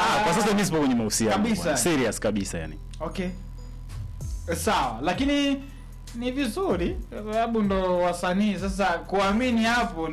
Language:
Swahili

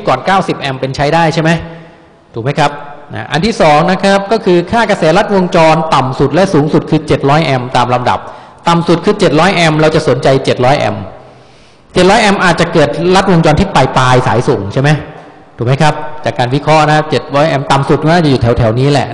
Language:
Thai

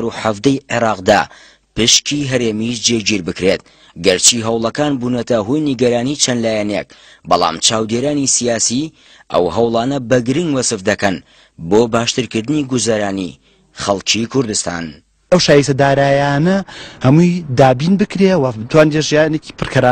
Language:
Central Kurdish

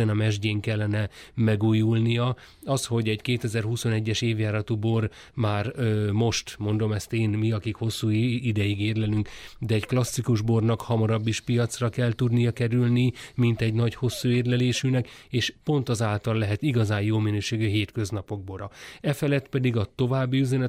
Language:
Hungarian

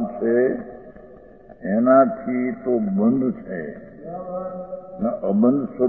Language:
Gujarati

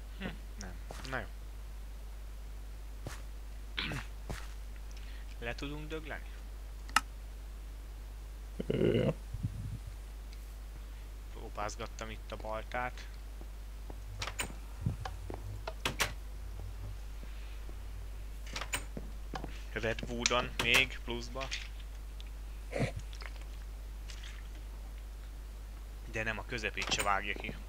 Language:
Hungarian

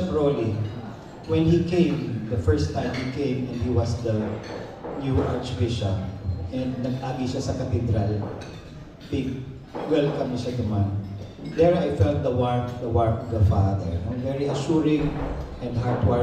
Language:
Bikol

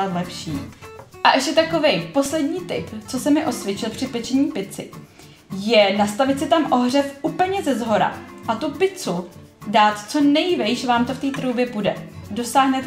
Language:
Czech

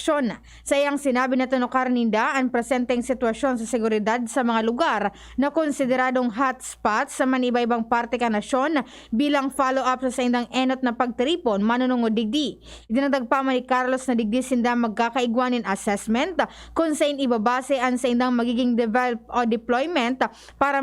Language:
Bikol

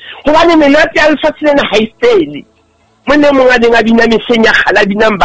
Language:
Southern Sotho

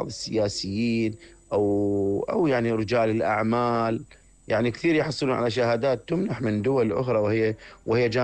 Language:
Mesopotamian Arabic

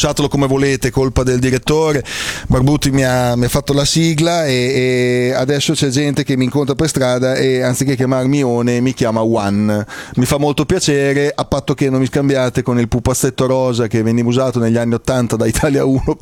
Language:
Italian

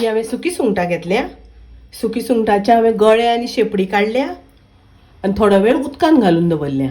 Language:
Konkani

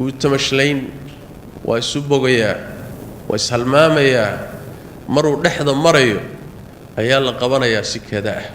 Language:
Somali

